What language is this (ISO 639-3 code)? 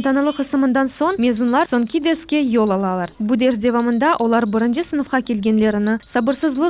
crh